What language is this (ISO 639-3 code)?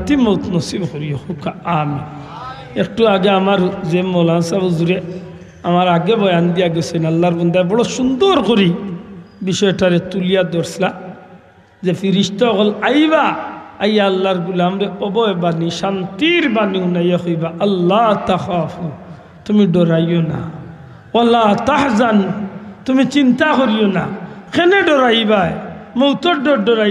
syl